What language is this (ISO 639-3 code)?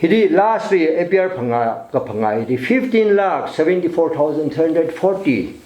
nmf